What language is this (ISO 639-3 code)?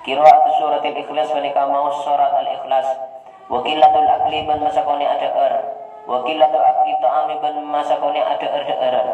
mad